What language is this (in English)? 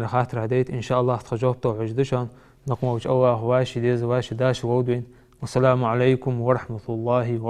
Ingush